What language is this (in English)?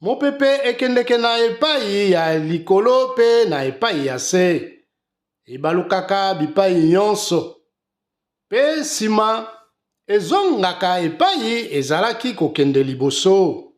Lingala